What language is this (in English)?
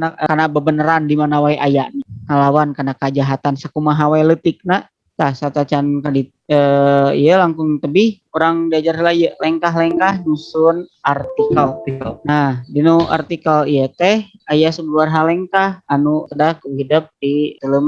Sundanese